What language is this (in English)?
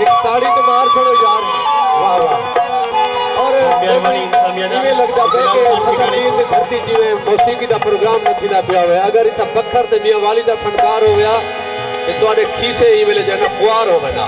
Saraiki